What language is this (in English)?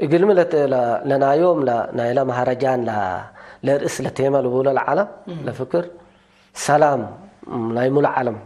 Tigre